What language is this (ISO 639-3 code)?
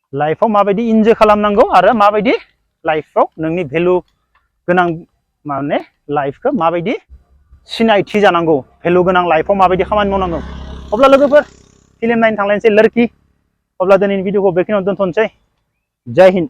brx